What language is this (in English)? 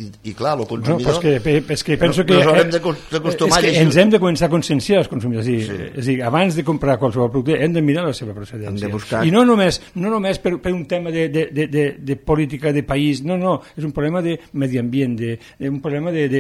Catalan